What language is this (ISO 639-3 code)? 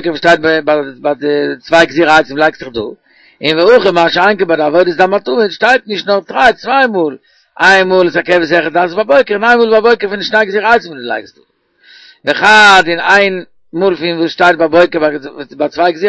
yid